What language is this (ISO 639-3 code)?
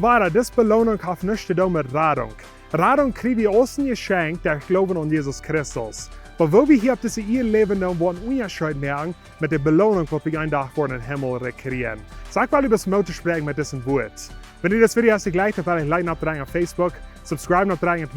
pdt